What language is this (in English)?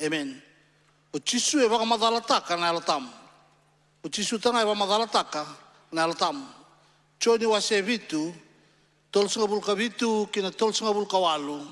Fijian